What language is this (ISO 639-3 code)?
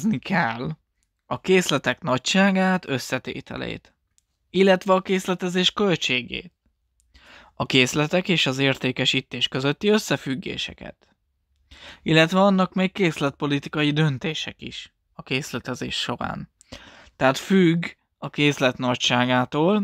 hun